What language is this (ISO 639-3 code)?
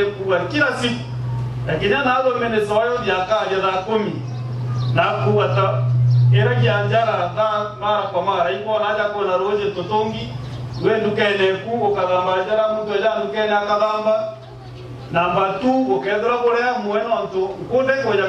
mer